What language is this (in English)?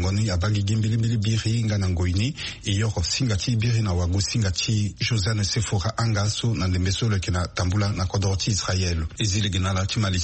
Sango